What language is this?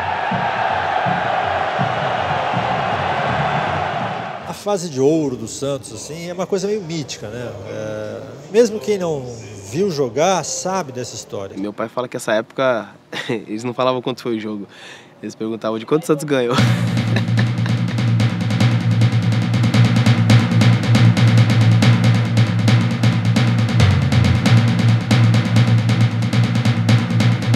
Portuguese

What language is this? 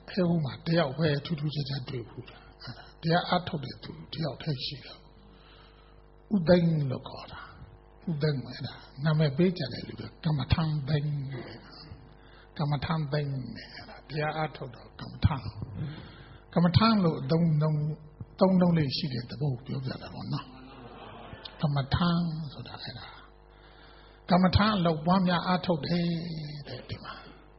Burmese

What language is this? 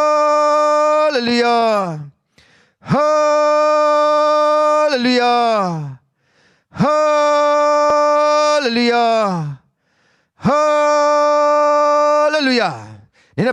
Hakha Chin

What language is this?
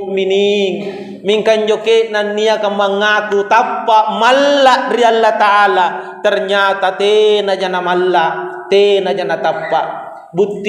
Makasar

